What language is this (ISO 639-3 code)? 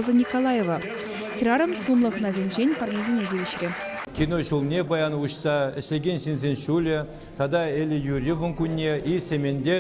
chv